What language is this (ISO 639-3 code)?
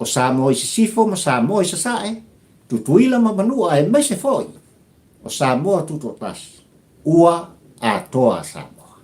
smo